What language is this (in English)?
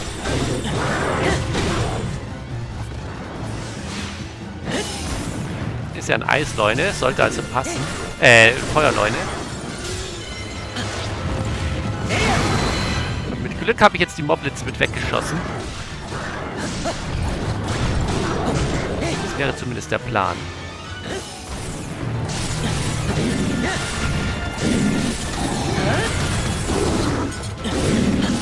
German